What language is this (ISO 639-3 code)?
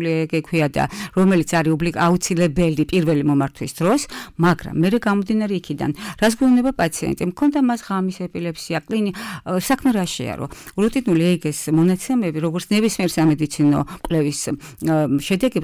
kat